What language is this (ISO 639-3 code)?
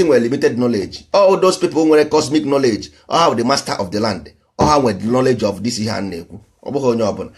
ibo